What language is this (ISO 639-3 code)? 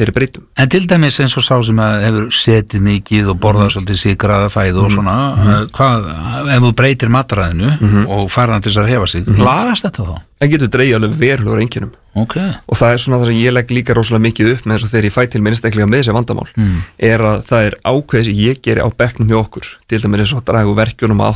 isl